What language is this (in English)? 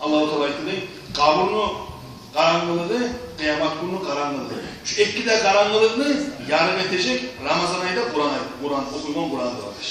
Kumyk